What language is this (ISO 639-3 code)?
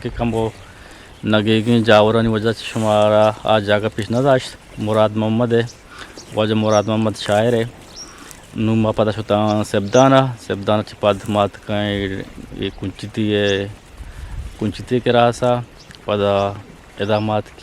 bgp